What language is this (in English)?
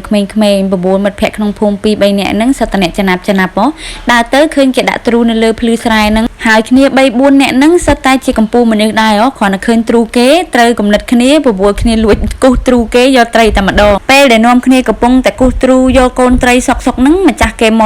Khmer